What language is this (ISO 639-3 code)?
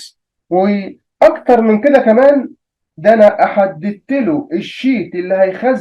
arz